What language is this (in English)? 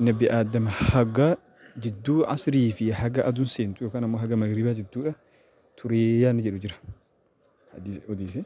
Oromo